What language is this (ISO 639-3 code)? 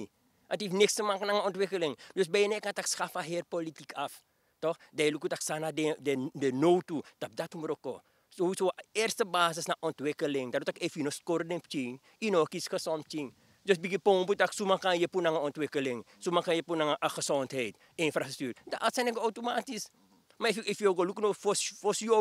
srn